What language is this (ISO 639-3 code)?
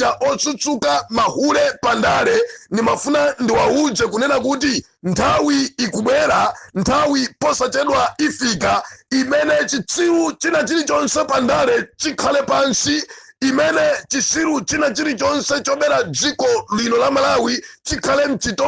nya